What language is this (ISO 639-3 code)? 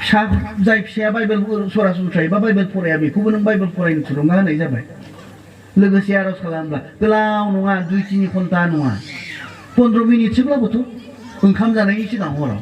brx